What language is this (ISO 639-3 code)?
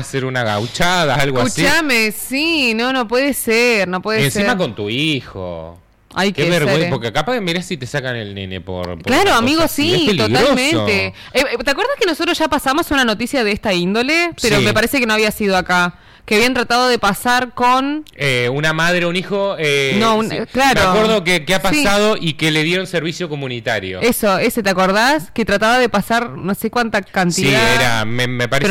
spa